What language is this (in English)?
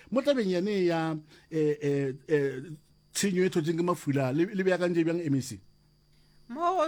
Northern Sotho